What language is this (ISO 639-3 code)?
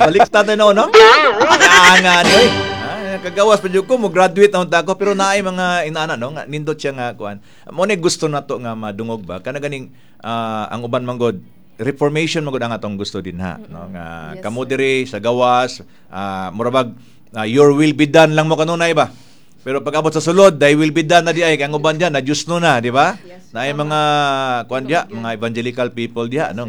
ceb